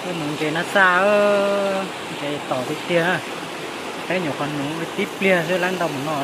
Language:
Hmong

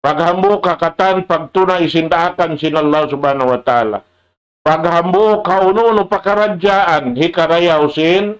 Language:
Tausug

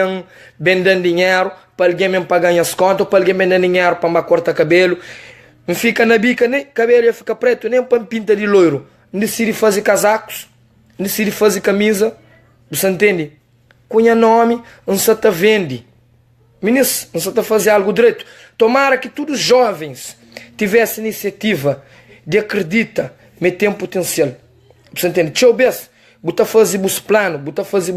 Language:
Kabuverdianu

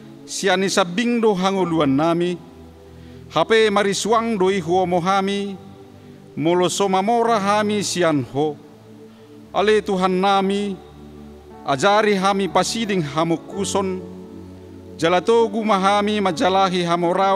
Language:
Batak Toba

